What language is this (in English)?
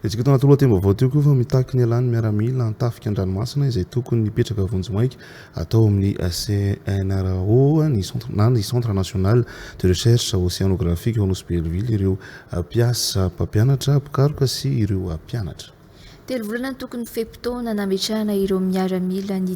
Malagasy